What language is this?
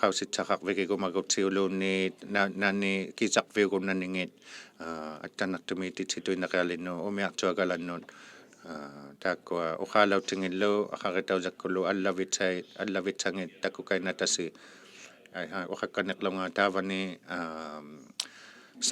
Inuktitut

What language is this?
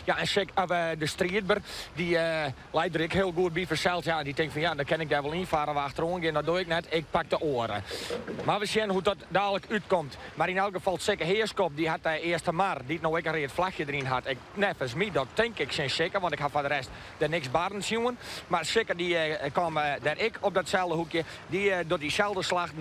Western Frisian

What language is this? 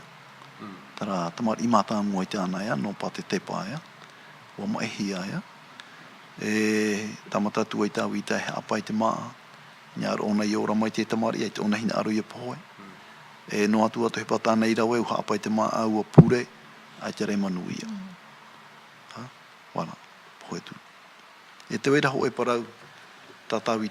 Tahitian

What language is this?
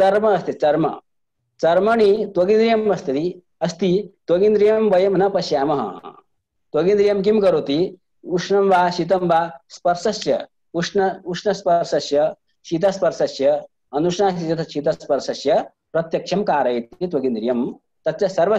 Sanskrit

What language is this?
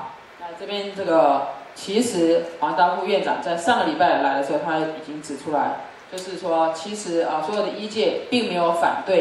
Chinese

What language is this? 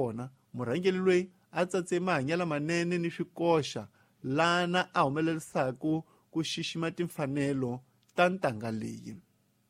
Tsonga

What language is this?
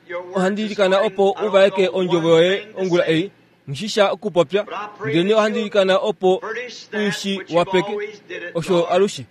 Kuanyama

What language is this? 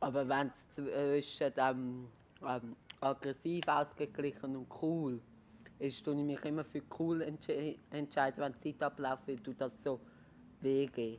Swiss German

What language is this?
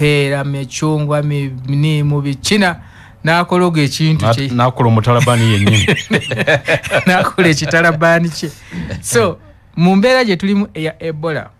Ganda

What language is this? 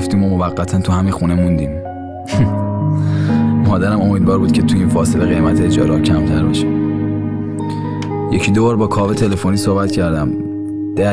Persian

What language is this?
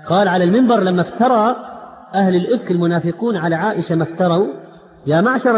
Arabic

